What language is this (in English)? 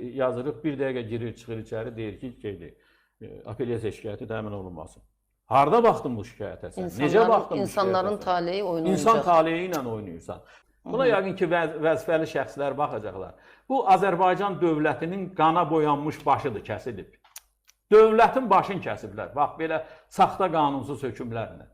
Azerbaijani